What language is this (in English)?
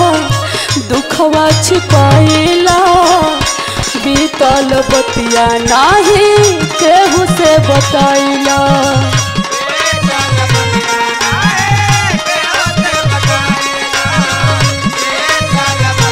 Bhojpuri